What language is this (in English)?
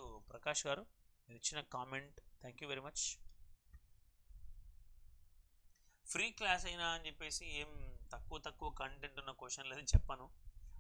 Telugu